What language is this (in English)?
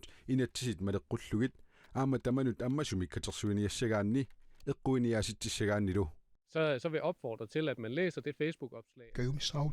Kalaallisut